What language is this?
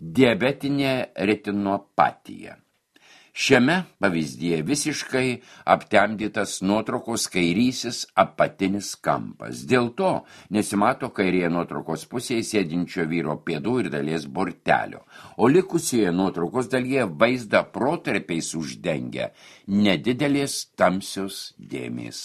Lithuanian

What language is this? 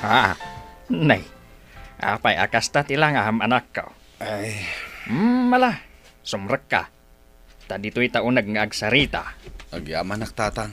Iloko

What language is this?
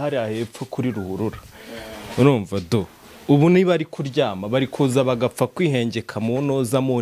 Kinyarwanda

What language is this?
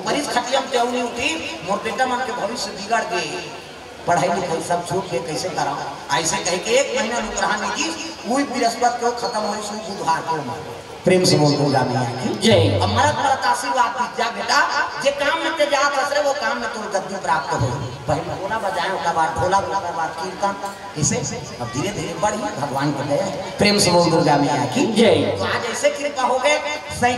Chhattisgarhi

